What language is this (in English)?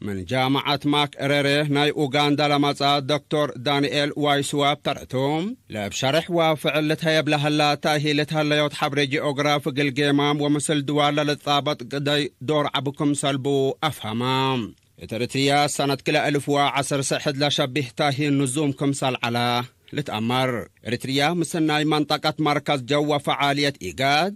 Tigre